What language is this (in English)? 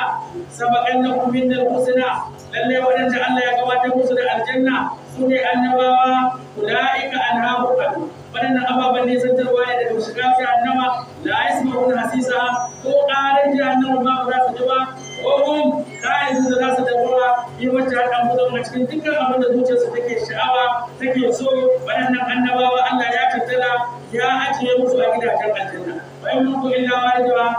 Hausa